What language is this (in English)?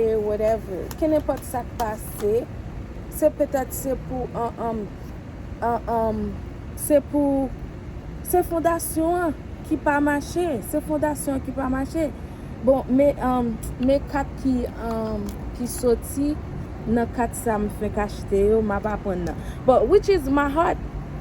Haitian Creole